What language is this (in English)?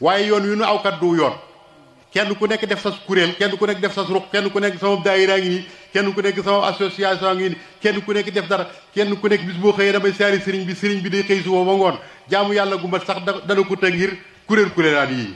Wolof